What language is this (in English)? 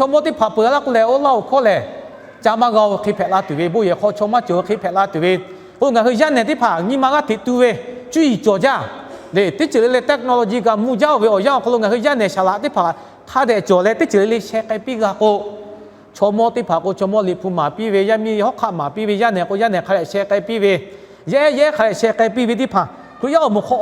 Lahu